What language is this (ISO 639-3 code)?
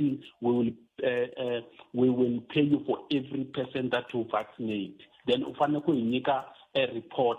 tso